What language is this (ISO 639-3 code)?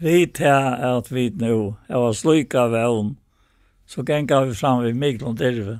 fao